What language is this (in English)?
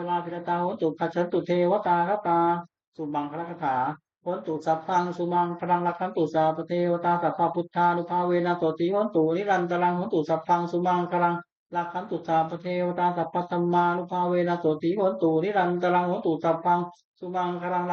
Pali